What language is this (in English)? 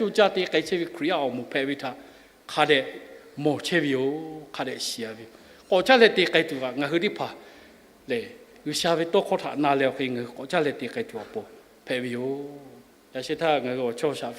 Lahu